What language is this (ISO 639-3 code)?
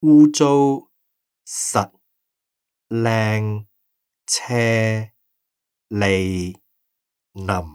yue